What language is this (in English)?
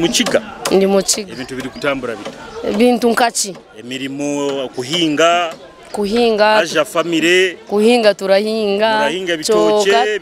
Nyoro